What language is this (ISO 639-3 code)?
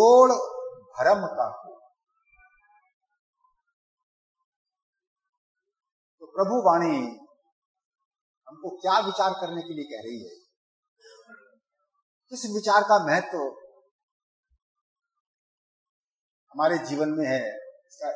hin